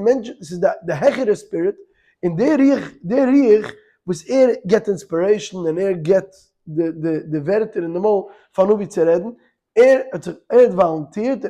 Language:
Yiddish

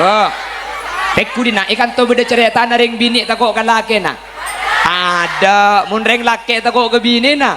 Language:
Madurese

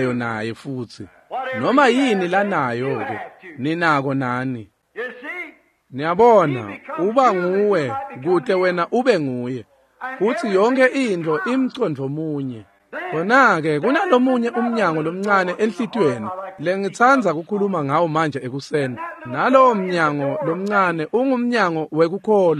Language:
Swati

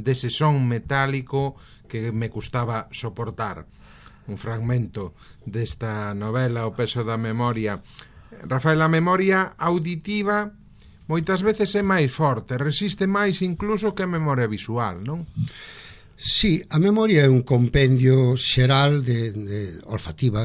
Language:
Galician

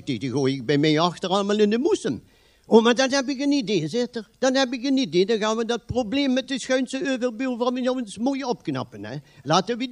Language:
Limburgish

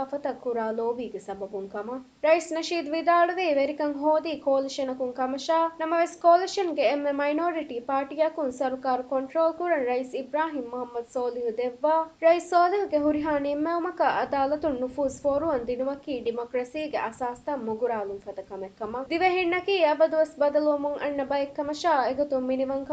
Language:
Divehi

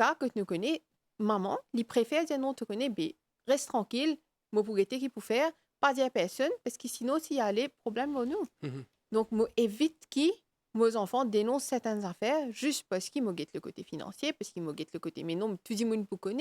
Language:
Morisyen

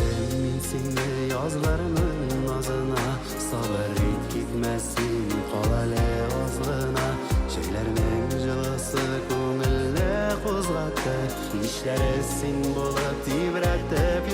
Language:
Bashkir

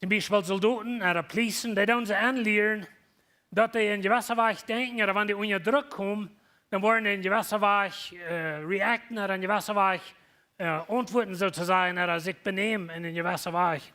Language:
Plautdietsch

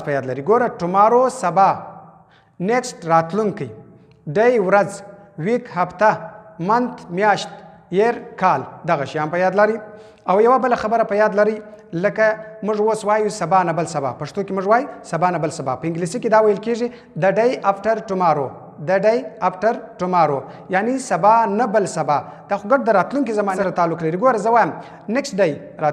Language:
Pashto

